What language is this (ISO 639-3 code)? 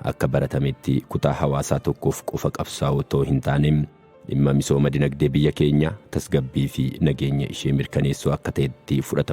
orm